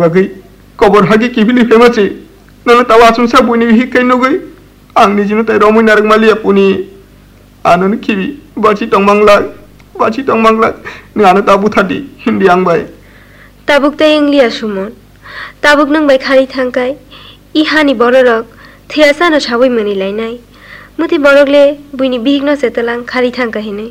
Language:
Kok Borok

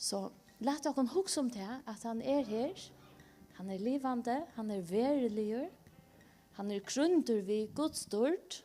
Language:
Faroese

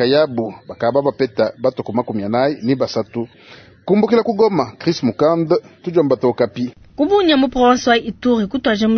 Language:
Luba-Lulua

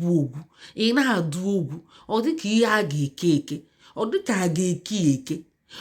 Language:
Igbo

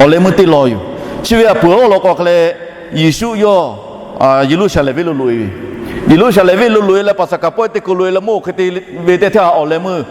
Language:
Lahu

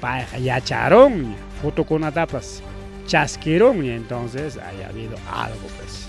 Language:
Ayacucho Quechua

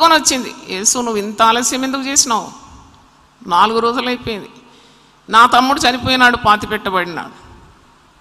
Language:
Telugu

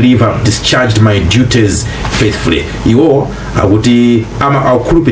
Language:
Nyanja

